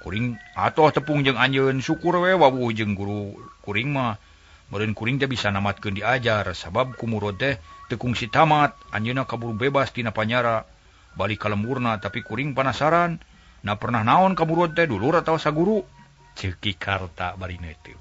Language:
Sundanese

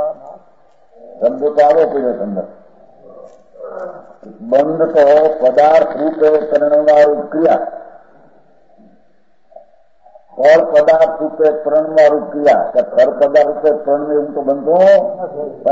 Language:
Gujarati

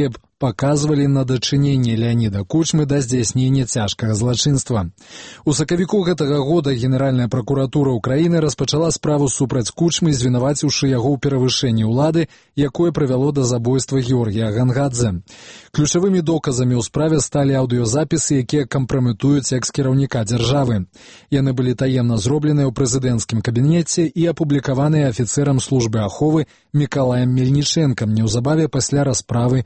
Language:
Belarusian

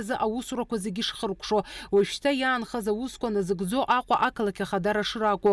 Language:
Abkhazian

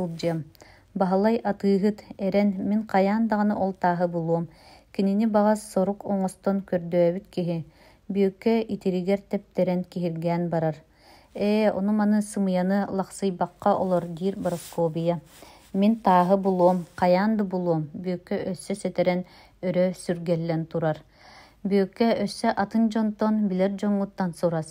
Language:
Yakut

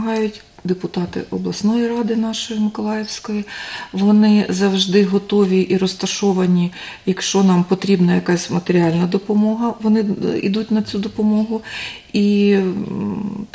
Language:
Ukrainian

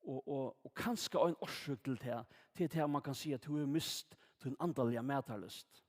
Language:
Faroese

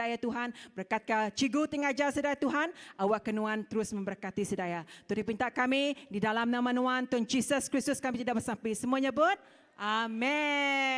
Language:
Iban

